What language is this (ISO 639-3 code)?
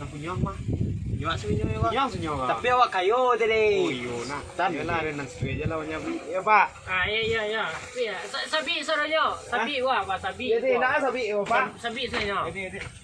min